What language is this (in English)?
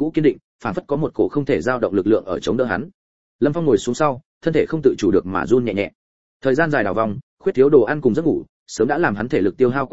Vietnamese